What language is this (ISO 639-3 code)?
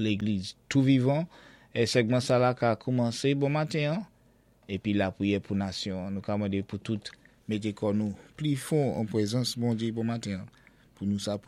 acf